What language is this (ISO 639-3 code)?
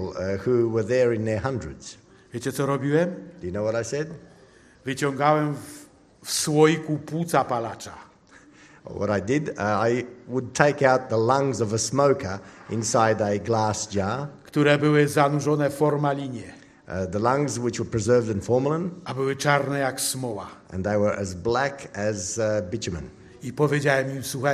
pol